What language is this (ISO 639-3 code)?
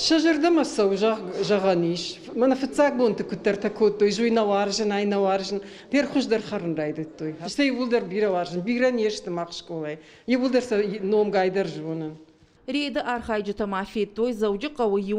oss